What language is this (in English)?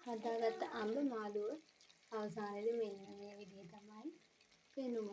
Sinhala